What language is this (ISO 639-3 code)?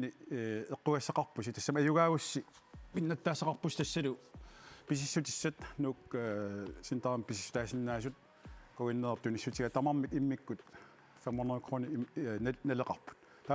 kal